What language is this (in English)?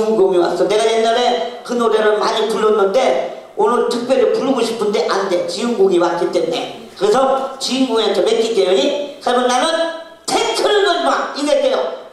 Korean